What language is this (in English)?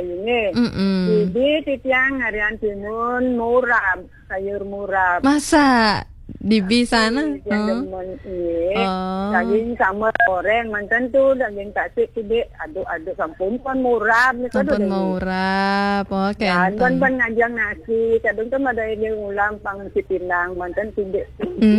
Balinese